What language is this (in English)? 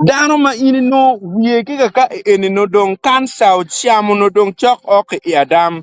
Acoli